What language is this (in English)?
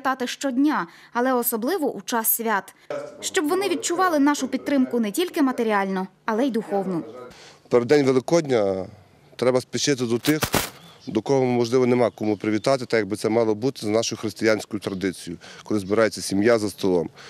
Ukrainian